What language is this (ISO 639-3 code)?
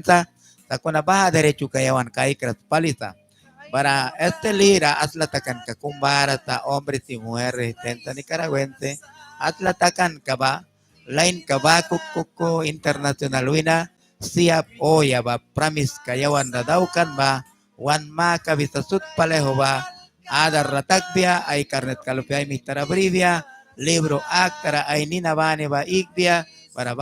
miq